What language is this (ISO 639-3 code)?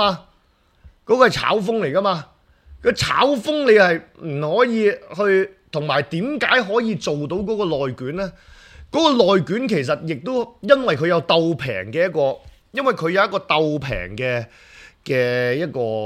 yue